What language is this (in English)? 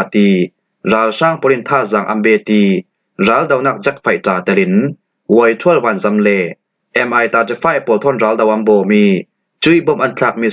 Falam Chin